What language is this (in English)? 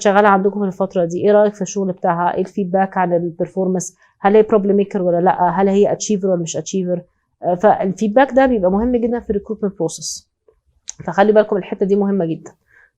Egyptian Arabic